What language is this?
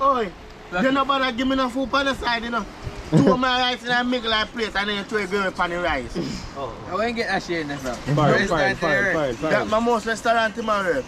Jamaican Creole English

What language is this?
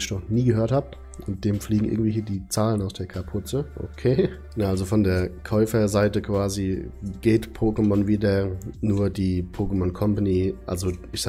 German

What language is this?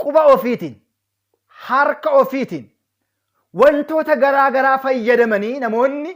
Oromo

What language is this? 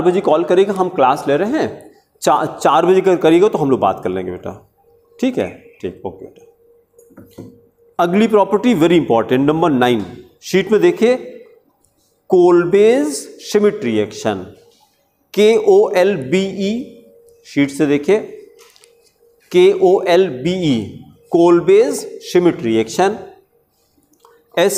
Hindi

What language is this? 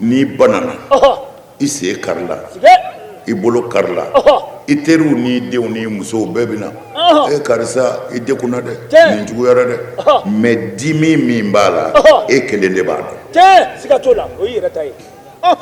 Bambara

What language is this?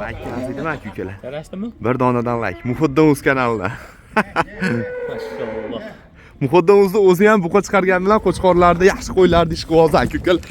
Uzbek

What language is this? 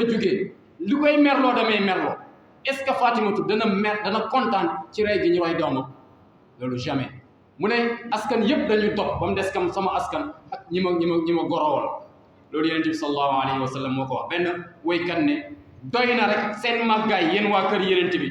Wolof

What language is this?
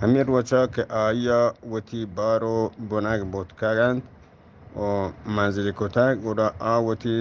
Eastern Balochi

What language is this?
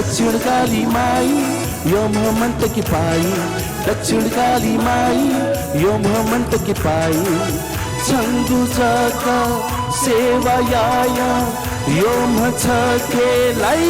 Newari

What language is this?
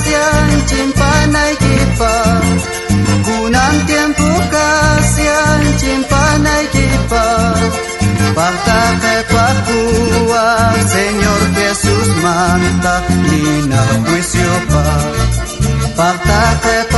South Bolivian Quechua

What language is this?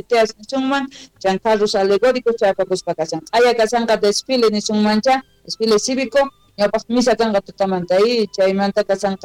South Bolivian Quechua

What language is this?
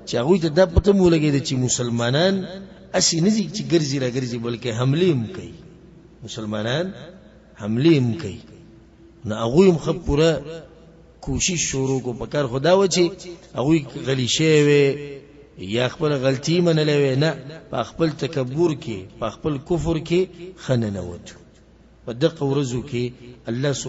Pashto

